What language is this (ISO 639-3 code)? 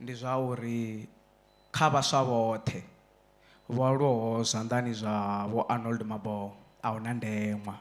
ven